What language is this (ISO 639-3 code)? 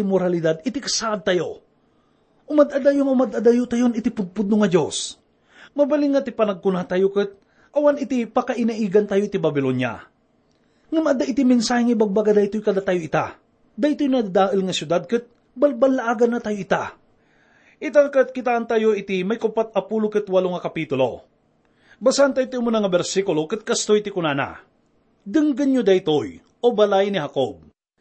ilo